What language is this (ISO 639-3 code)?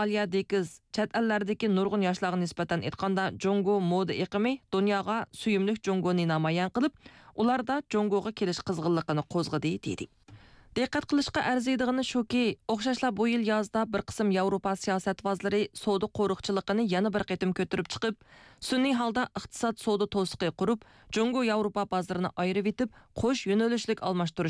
uig